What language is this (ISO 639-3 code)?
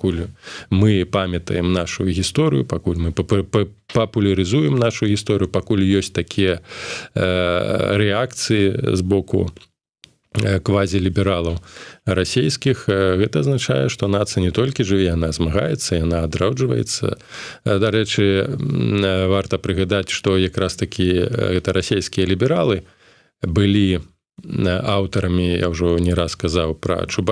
bel